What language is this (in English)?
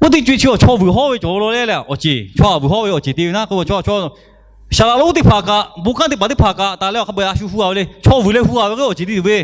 Lahu